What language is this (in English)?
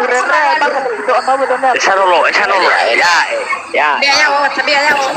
Nias